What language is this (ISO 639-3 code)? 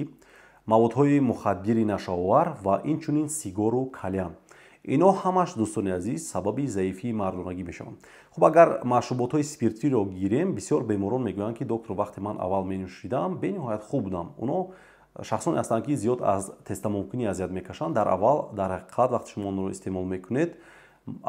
tgk